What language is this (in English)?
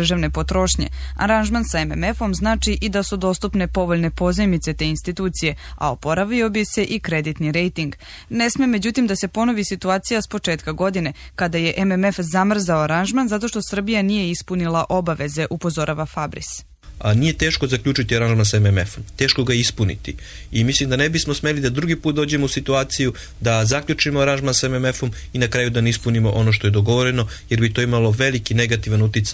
Serbian